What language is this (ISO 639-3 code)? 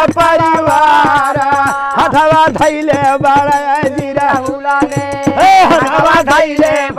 bho